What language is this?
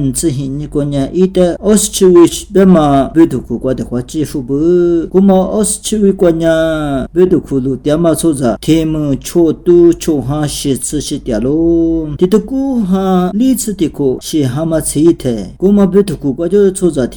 Lisu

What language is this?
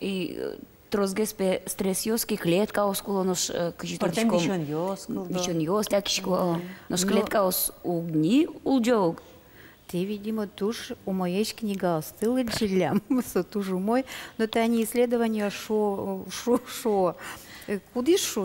Udmurt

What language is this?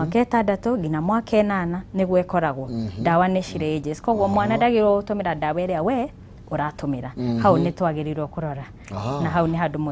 Kikuyu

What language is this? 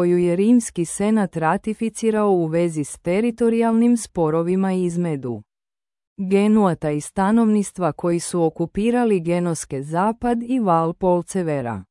Serbian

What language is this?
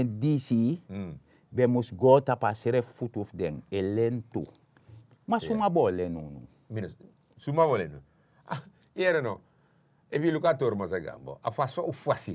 Sranan Tongo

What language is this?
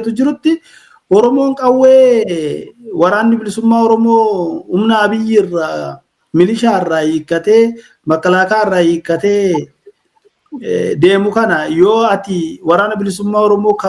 Oromo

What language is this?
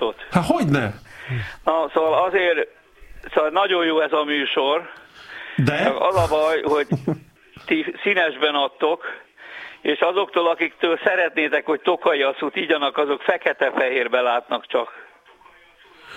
Hungarian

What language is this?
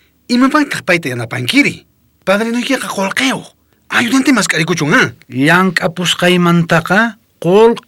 South Bolivian Quechua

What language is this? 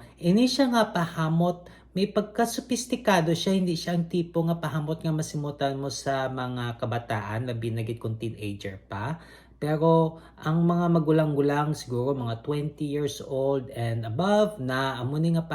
Hiligaynon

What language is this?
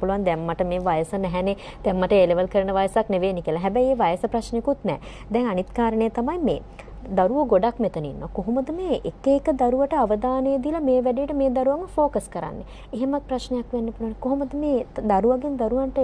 Sinhala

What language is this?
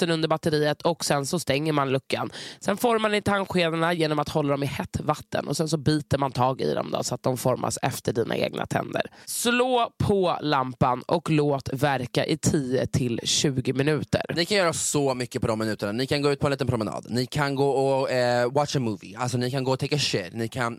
Swedish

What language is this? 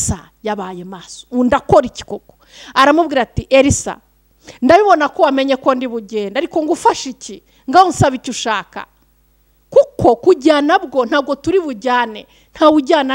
Kinyarwanda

